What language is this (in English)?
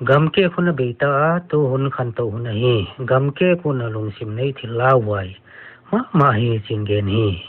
Paite Chin